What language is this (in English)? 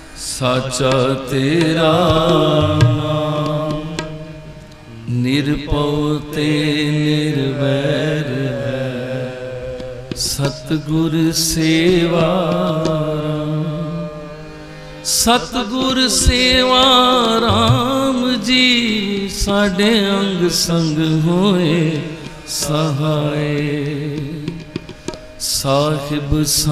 Punjabi